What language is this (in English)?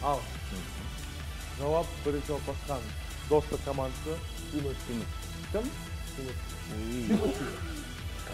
Kazakh